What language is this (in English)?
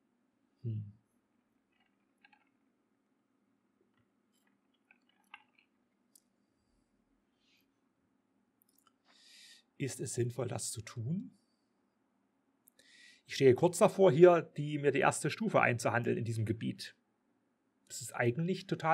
German